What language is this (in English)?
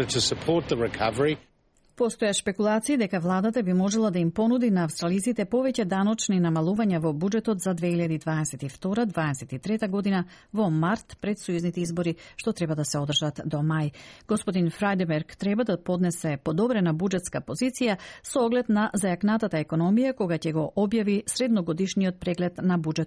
Macedonian